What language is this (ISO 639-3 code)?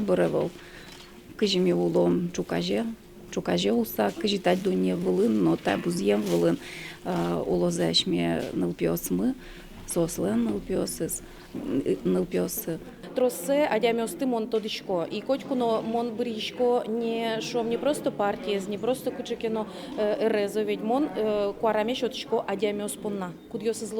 udm